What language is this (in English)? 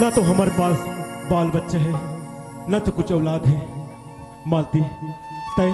Chhattisgarhi